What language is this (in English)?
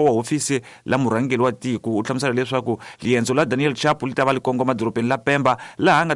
Tsonga